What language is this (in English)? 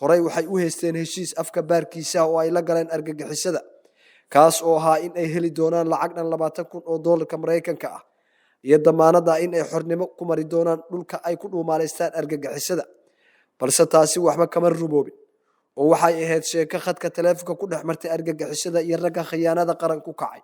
Somali